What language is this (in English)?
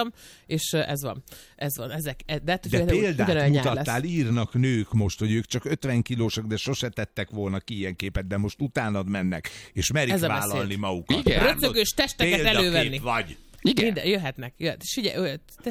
Hungarian